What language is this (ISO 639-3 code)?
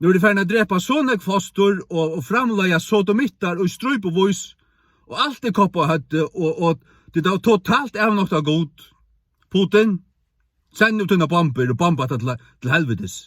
fao